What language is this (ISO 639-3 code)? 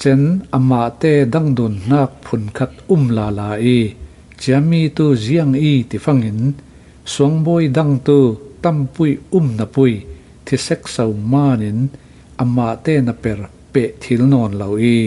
cfm